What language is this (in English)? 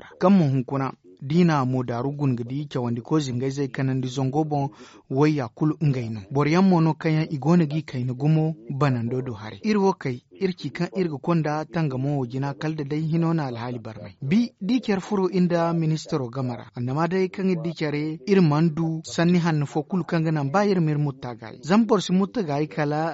Zarma